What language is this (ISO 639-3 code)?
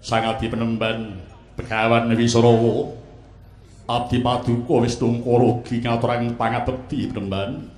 jav